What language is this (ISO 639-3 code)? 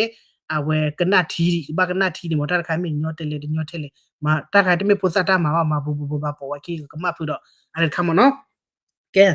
ksw